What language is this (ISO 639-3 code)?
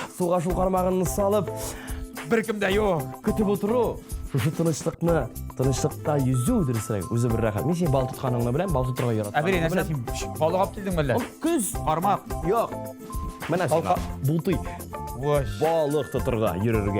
tat